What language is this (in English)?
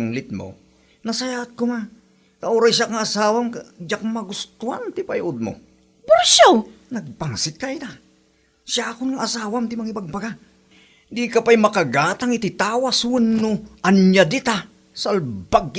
Iloko